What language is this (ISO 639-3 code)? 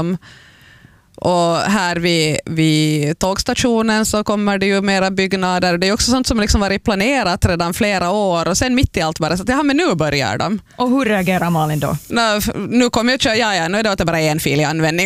swe